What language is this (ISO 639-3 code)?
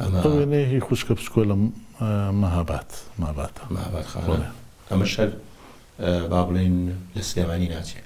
ckb